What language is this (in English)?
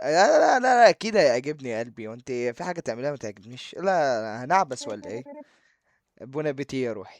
Egyptian Arabic